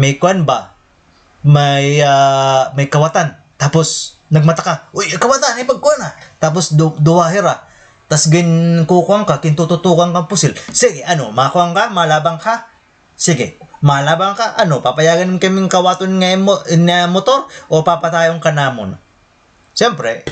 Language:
Waray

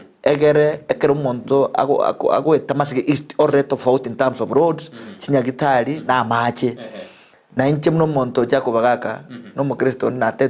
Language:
Gusii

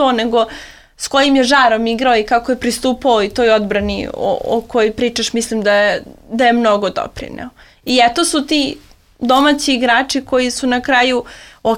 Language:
Serbian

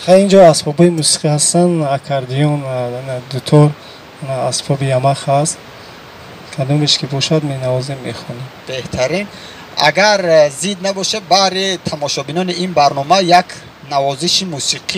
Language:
Tajik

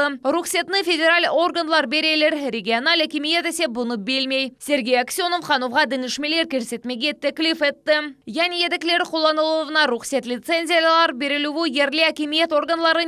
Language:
Crimean Tatar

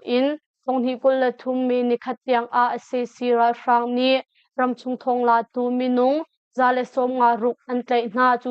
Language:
Hakha Chin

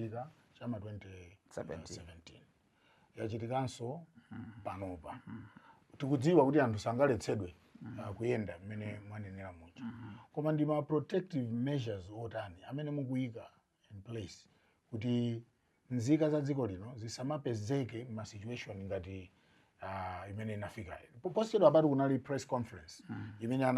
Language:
Nyanja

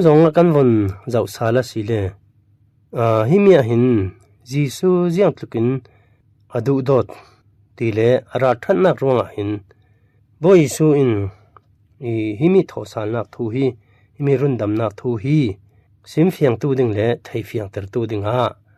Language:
Falam Chin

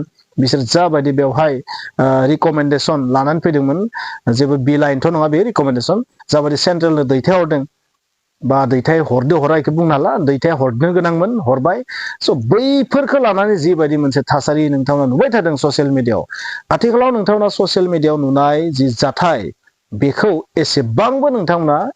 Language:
Bodo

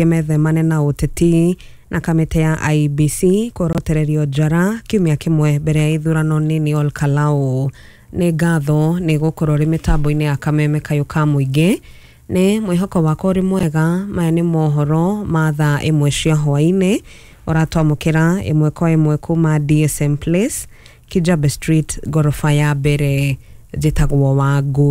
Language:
Kikuyu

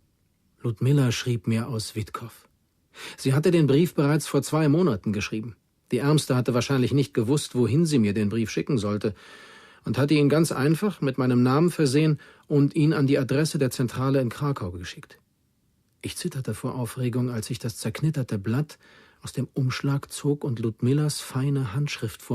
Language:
Bavarian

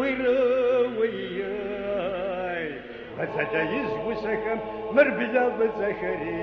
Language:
Kabardian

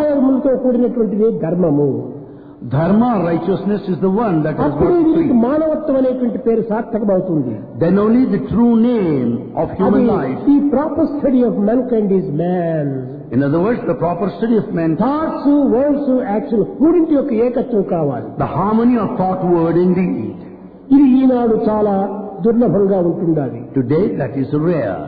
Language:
Telugu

